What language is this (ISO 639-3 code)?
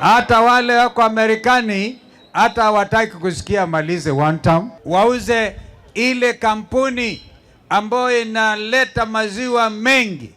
kam